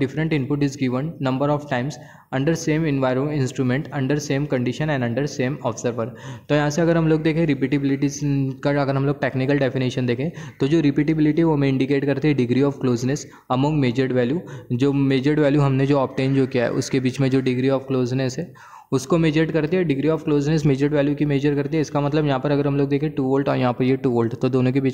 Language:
Hindi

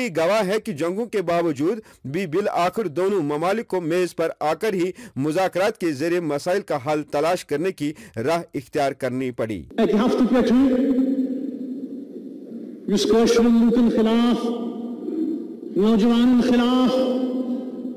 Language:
Urdu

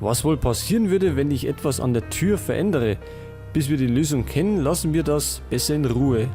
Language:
Bavarian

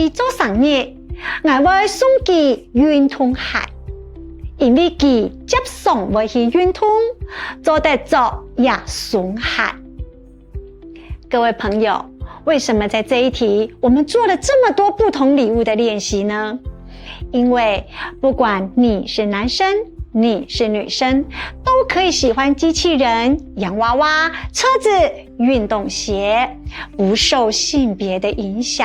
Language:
Hakka Chinese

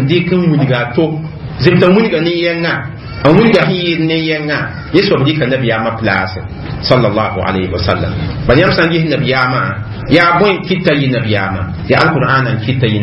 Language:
Mossi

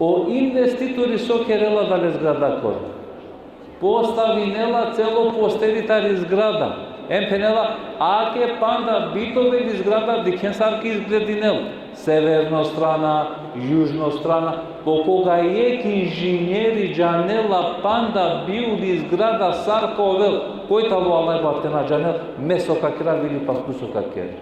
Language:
Balkan Romani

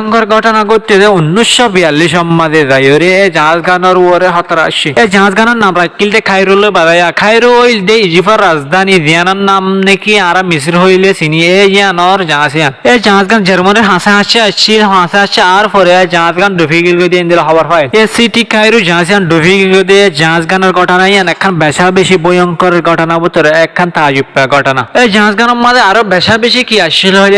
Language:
Rohingya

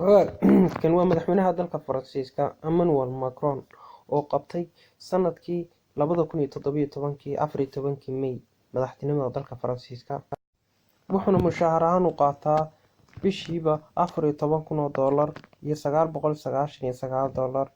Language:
Somali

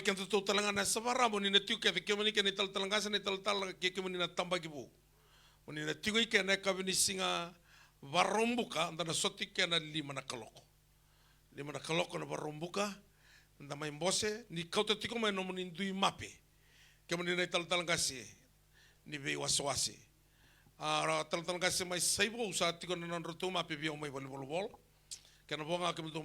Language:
Fijian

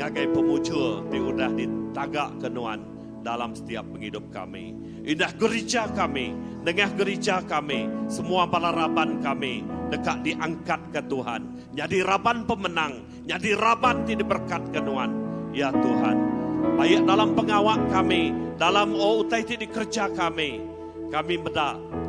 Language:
Iban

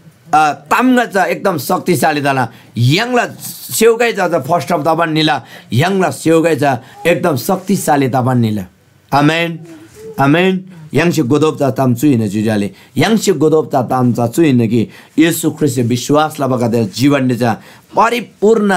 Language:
Eastern Tamang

